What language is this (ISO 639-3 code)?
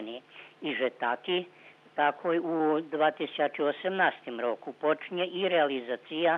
rue